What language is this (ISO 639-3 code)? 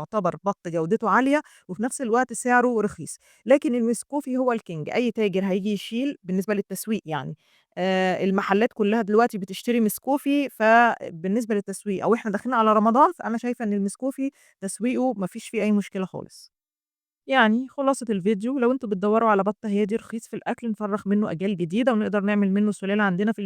arz